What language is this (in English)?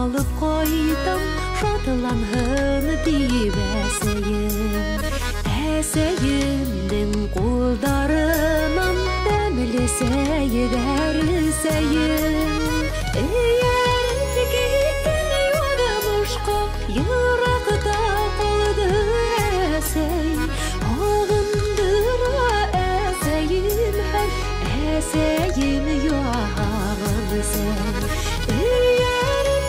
Bashkir